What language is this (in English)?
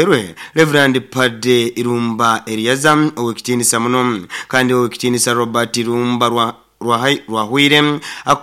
Nyoro